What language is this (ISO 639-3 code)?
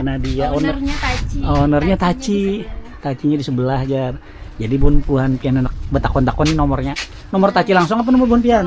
bjn